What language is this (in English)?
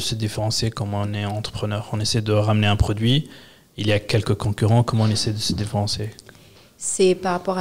French